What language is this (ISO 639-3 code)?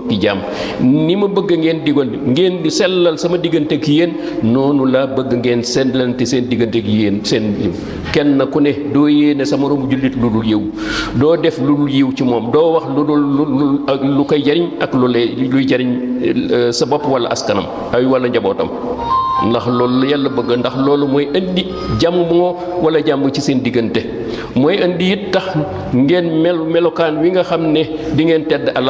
wol